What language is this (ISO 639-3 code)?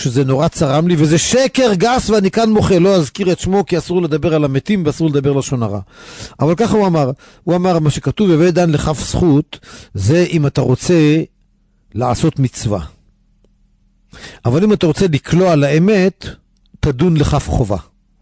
heb